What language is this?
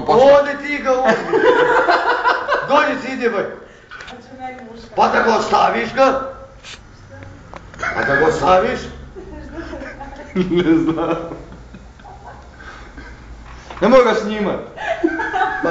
Bosnian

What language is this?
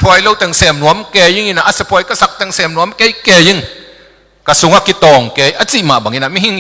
Tedim Chin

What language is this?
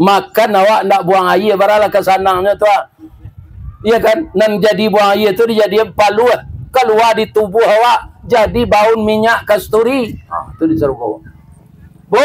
Minangkabau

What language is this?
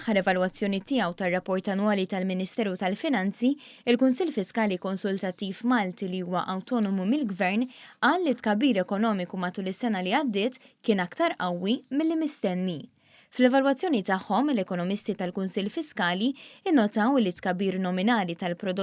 Maltese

